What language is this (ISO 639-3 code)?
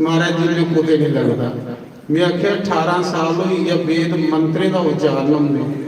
doi